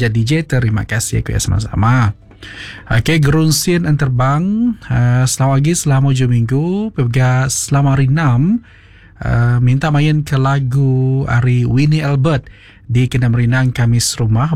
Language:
Iban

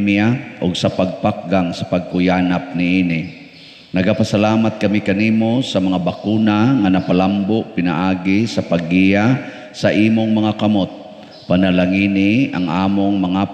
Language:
Cebuano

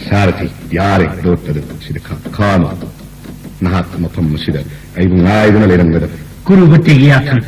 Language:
Manipuri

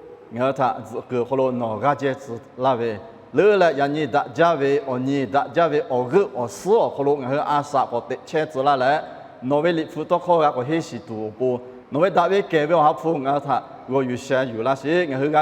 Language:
Lahu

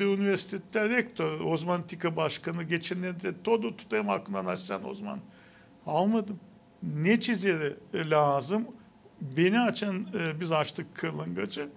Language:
Gagauz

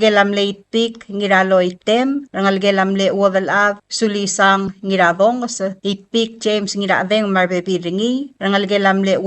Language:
Palauan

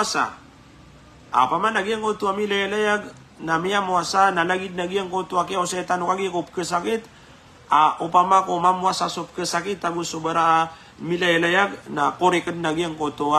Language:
Maranao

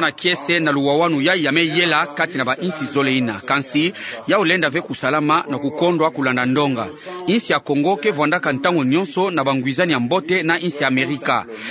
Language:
Kituba (Democratic Republic of Congo)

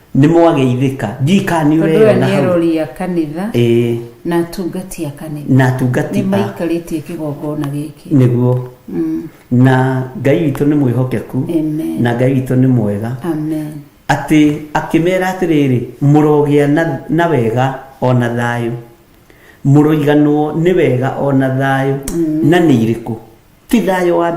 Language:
Kikuyu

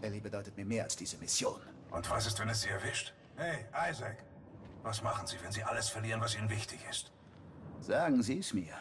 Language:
Swiss German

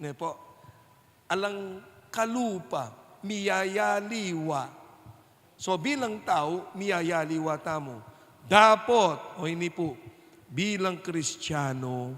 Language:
Pampanga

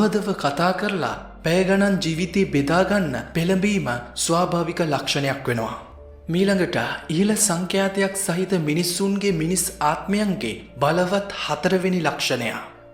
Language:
Sinhala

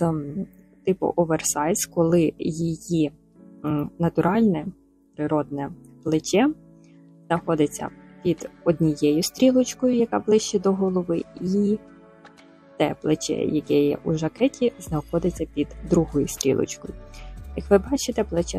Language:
Ukrainian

